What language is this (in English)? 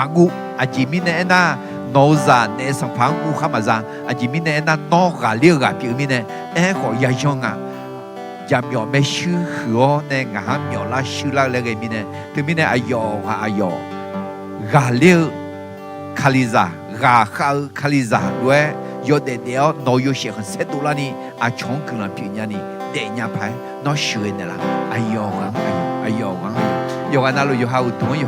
Akha